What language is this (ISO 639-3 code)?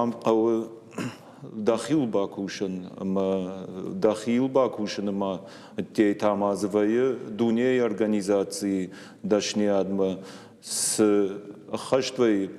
oss